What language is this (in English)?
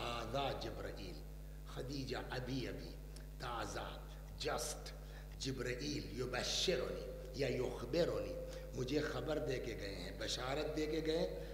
Urdu